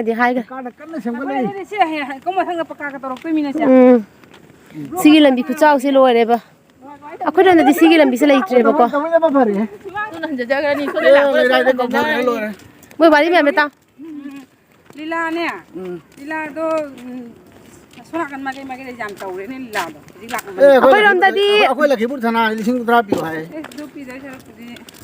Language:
Manipuri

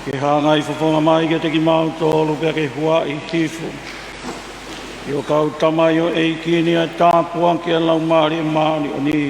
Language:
Tongan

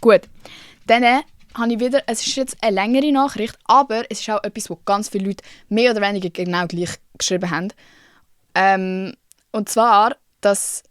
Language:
Swiss German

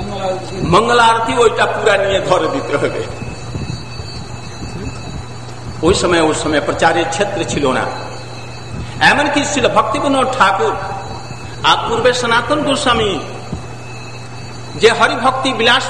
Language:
Bangla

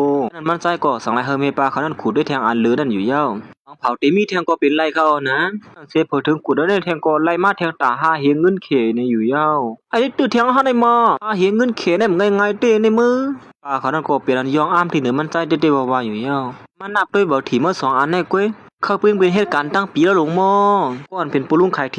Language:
Shan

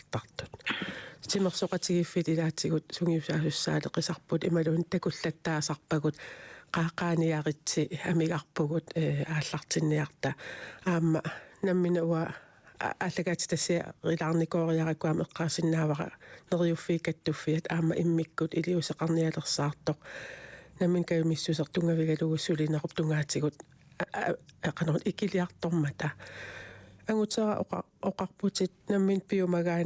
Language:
Kalaallisut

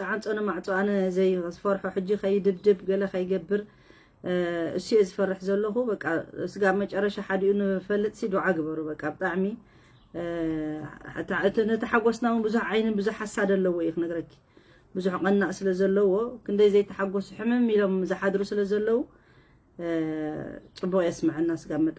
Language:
Tigrinya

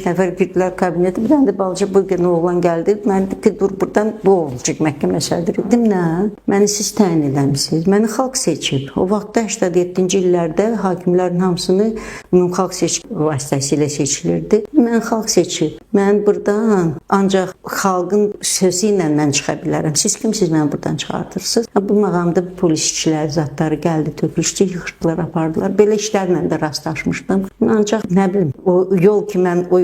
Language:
Azerbaijani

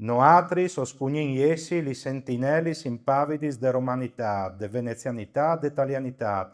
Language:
Friulian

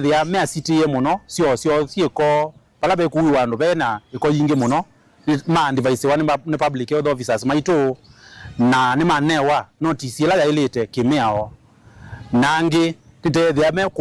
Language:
Kamba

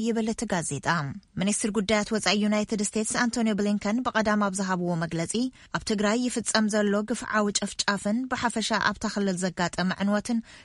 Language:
Tigrinya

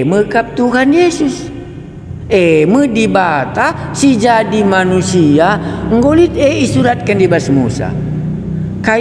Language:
Batak Karo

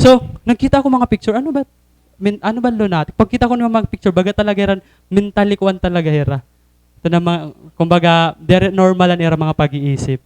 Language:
Waray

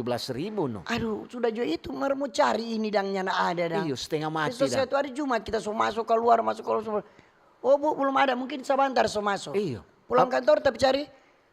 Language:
Manado Malay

